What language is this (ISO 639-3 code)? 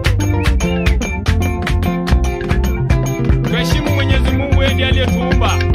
swa